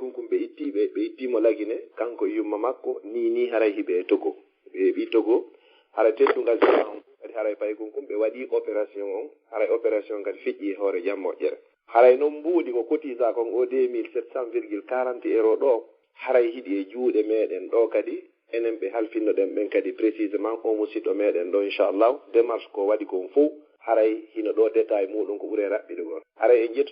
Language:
Fula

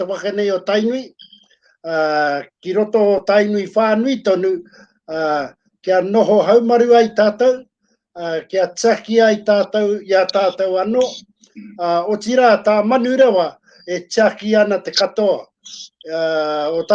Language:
Māori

